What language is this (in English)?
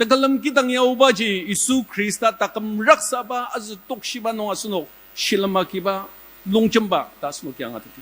Ao Naga